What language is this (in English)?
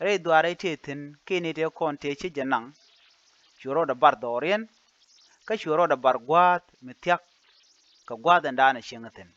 Nuer